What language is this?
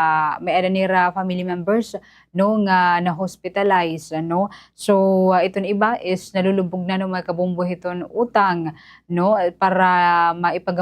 Waray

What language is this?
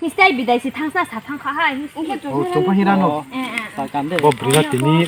Riang (India)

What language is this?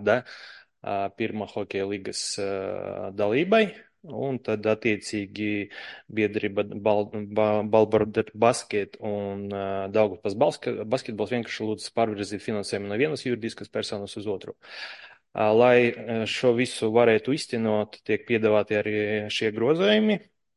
Latvian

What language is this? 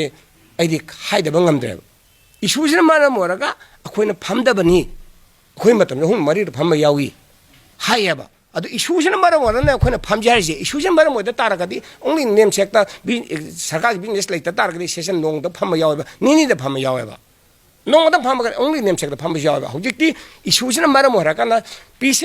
Manipuri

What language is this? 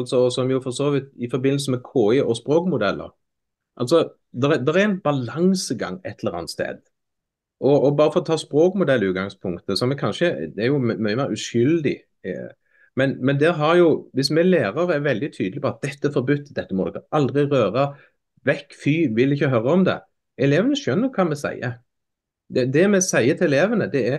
Norwegian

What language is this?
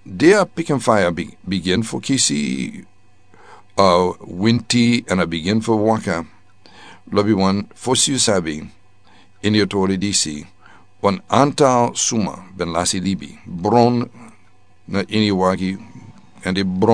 Sranan Tongo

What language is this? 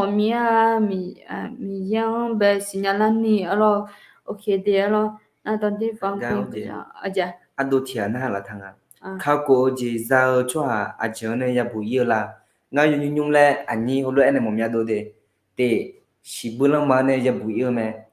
Akha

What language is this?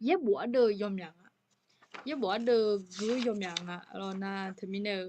Akha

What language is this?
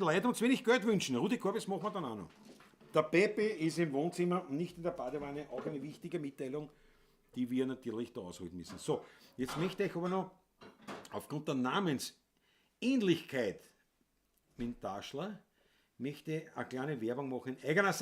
Bavarian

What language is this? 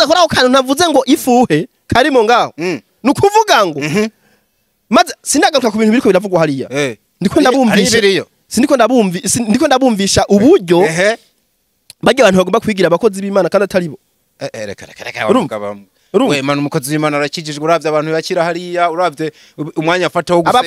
Rundi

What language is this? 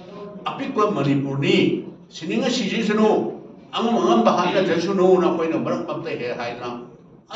Manipuri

